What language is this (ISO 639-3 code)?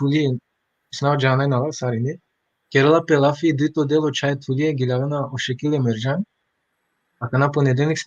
rmn